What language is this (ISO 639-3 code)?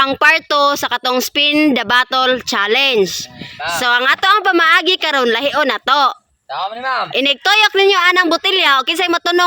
ceb